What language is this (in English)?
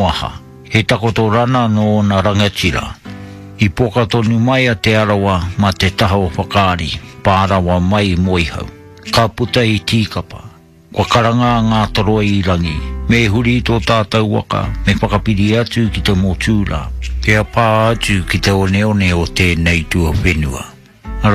Māori